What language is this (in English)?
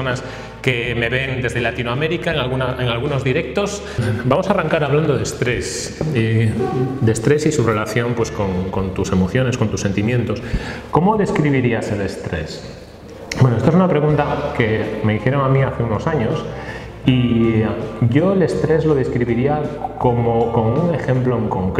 Spanish